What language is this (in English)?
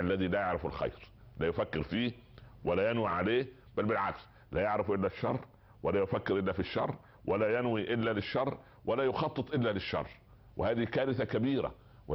Arabic